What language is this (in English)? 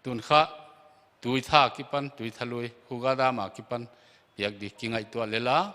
Paite Chin